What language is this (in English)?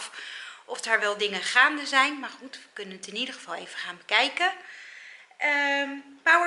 Dutch